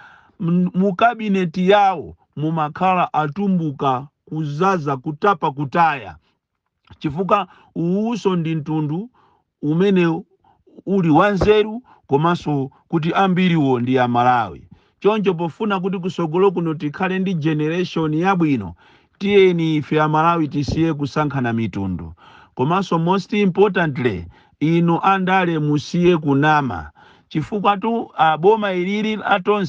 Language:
Nyanja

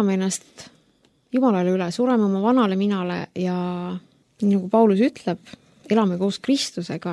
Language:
Estonian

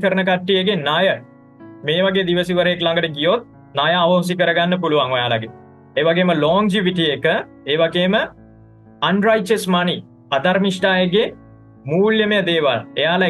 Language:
Sinhala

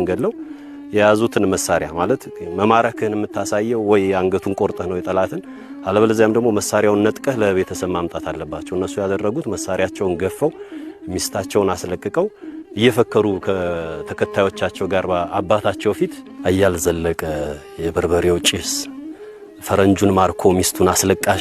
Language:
Amharic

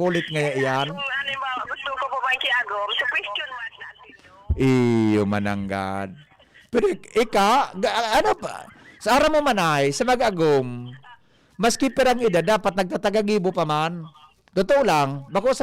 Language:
Bikol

